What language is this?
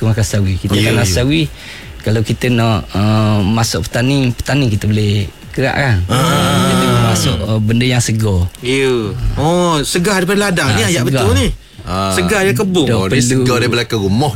Malay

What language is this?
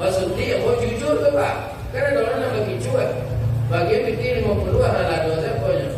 Minangkabau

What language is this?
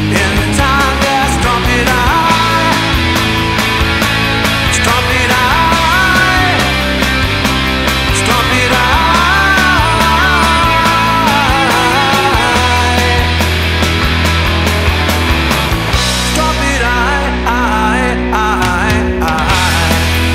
English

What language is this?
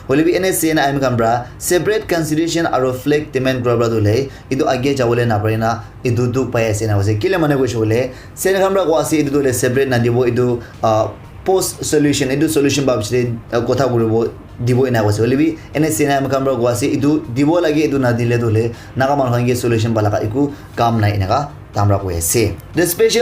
Naga Pidgin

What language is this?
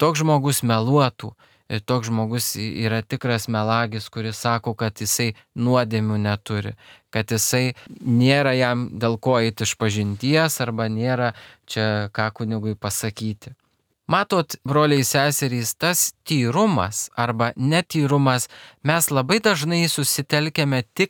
Lithuanian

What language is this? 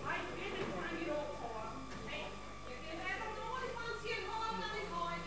Western Frisian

